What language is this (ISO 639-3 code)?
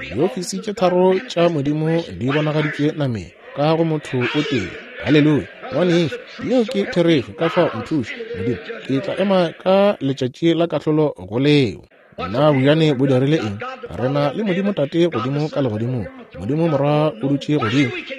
nso